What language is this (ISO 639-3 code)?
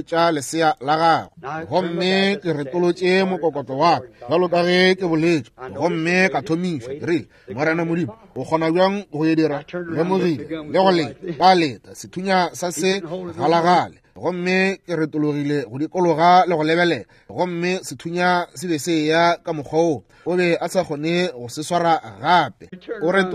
nso